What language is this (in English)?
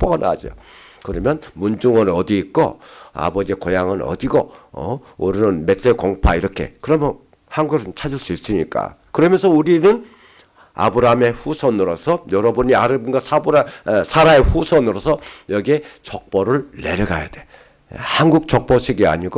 Korean